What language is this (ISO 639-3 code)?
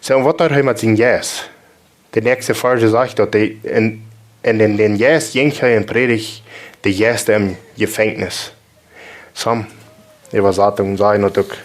pdt